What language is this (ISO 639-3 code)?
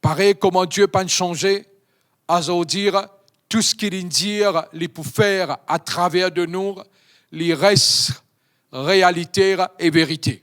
mfe